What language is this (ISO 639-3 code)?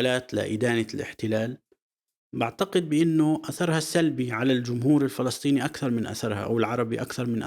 apc